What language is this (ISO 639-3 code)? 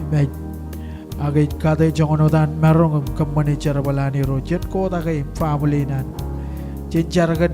mah